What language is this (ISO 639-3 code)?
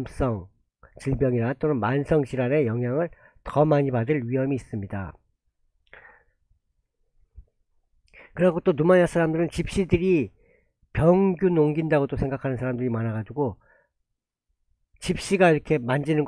kor